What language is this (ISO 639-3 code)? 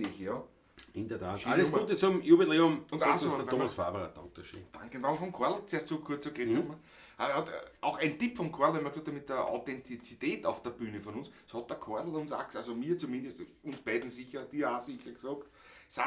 bar